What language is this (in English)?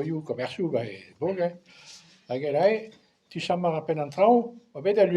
Breton